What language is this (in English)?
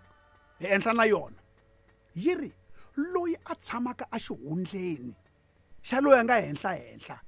Tsonga